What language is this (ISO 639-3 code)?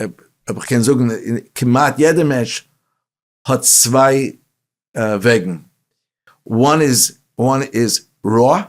yid